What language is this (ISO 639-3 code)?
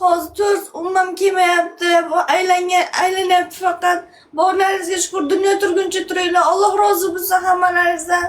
uzb